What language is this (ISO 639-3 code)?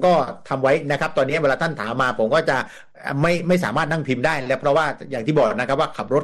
tha